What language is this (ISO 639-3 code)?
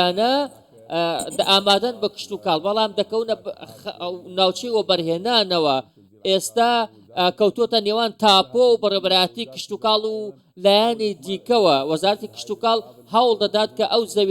ckb